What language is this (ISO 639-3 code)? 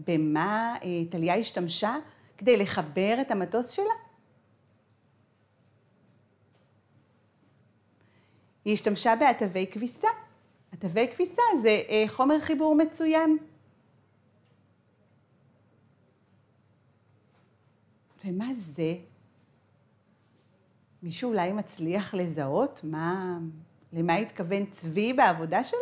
heb